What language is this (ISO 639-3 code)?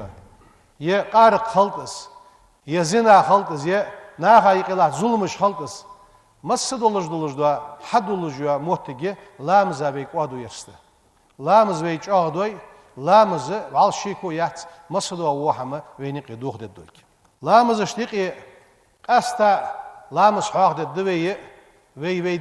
inh